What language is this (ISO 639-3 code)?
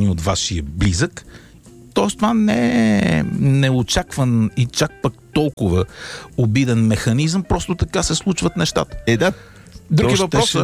bul